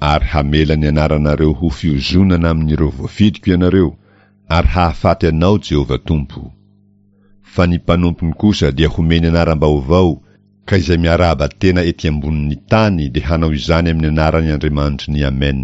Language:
Malagasy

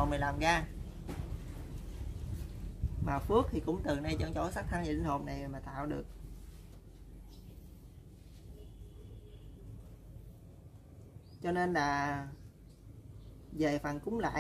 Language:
Vietnamese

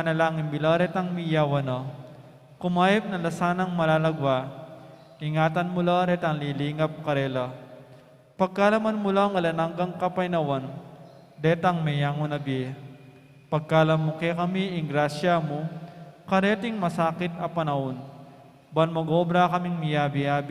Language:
Pampanga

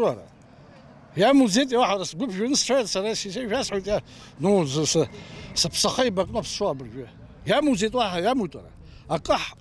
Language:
Abkhazian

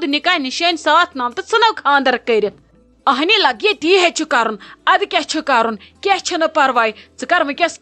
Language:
Kashmiri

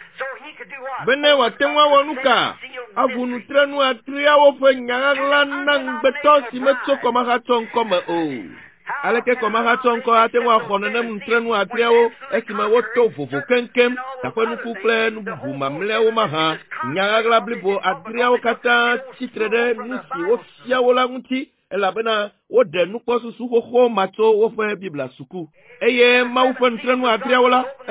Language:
Ewe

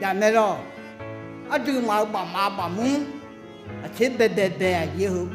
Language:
Akha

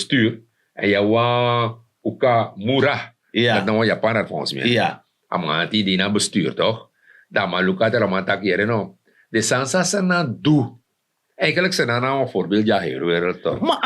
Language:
Sranan Tongo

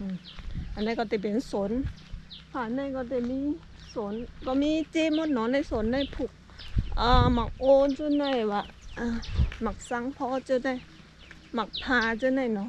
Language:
Shan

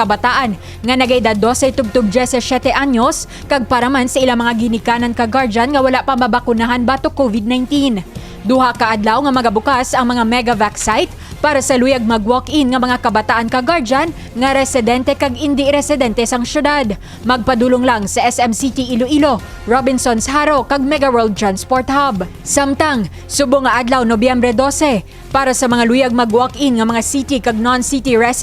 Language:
Hiligaynon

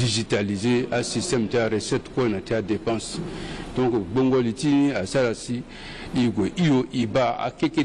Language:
Sango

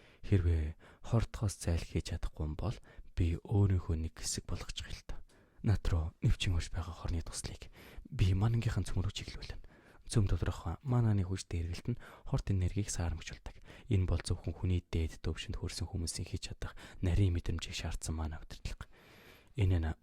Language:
Mongolian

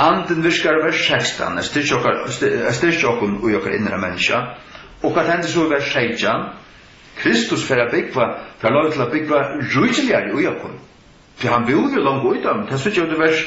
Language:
Faroese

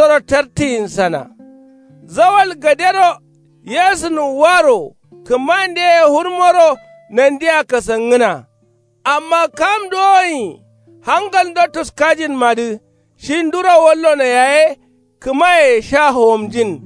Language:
Kanuri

